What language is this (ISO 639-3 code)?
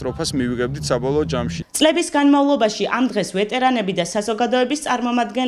kat